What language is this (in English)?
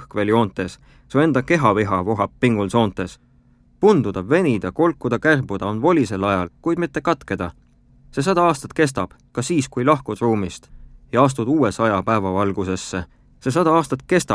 Estonian